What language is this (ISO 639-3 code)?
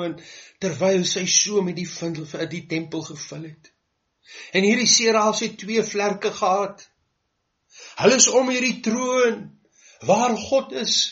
afr